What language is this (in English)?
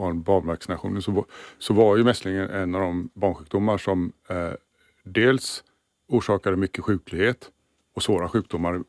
Swedish